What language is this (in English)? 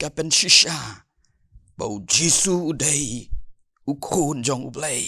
Khasi